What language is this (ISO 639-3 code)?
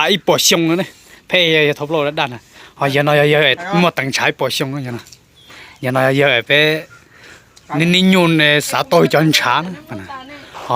hmn